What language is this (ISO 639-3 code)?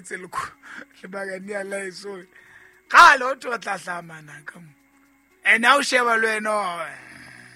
sot